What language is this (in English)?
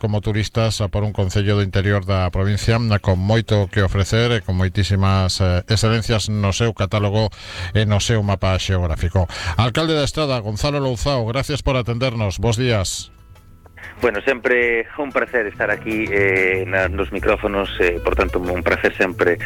Galician